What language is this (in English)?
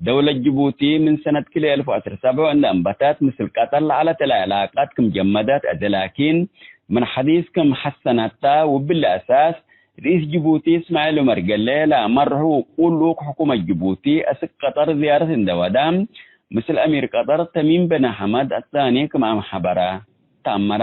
Tigre